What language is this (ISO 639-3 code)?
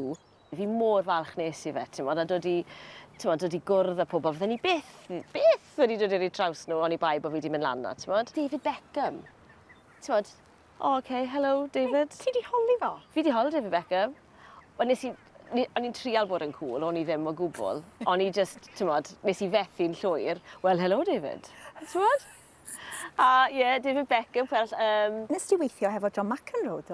cym